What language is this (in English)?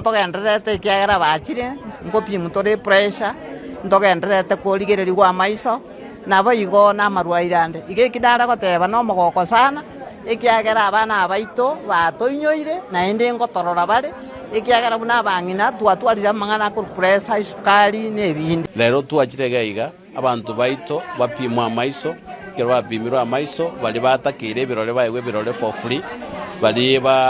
Gusii